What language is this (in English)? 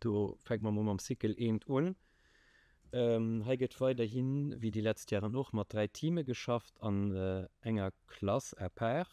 Luxembourgish